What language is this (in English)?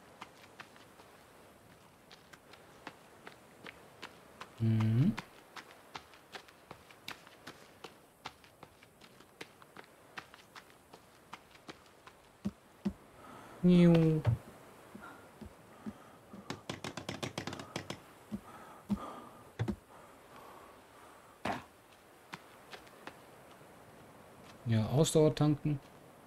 German